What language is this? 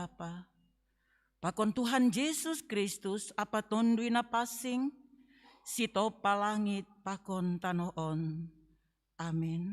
Batak Simalungun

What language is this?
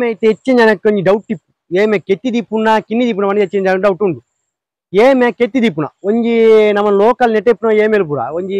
Tulu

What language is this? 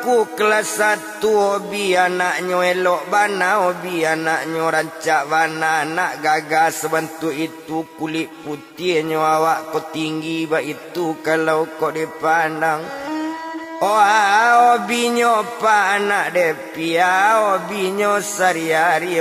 Minangkabau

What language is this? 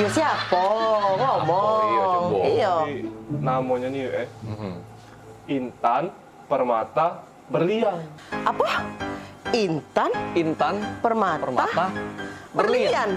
Musi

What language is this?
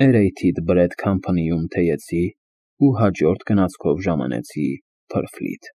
Armenian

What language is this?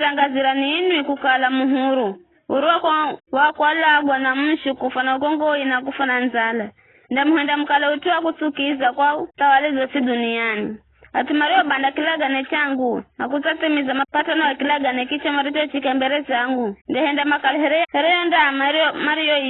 Giryama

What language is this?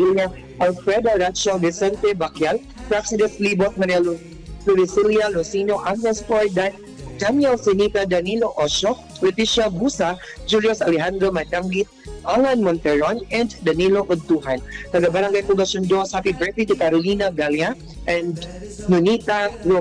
Cebuano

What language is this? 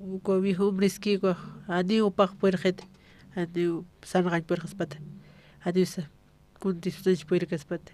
Aymara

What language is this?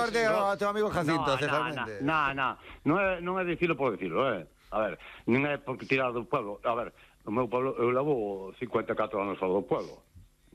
Galician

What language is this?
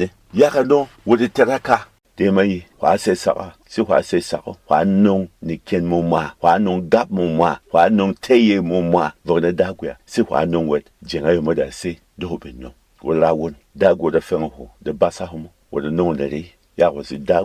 Berom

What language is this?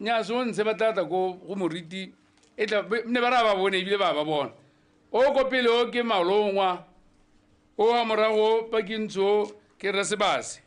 Tswana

